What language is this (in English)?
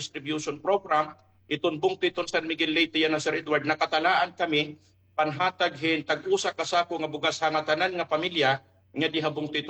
Waray